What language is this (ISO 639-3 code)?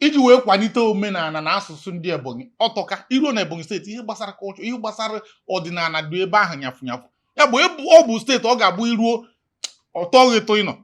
ibo